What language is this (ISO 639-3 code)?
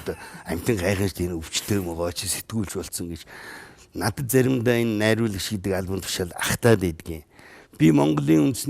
mon